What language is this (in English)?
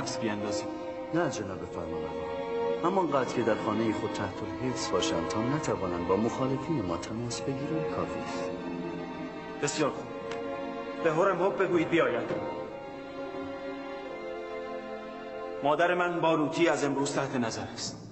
Persian